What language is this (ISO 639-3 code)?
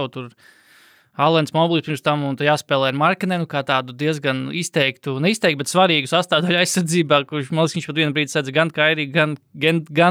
lav